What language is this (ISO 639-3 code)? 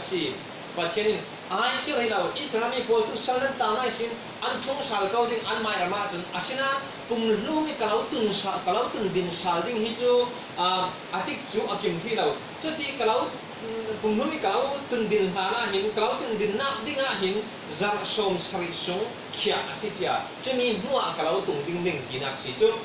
cfm